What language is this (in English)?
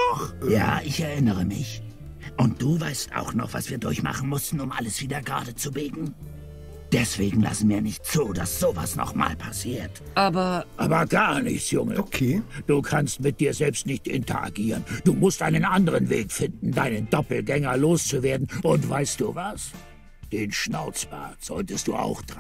German